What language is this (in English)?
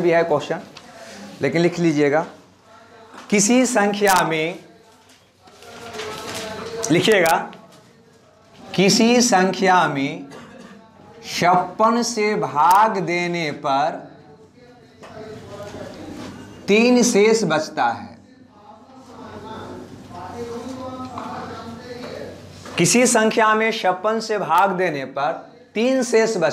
Hindi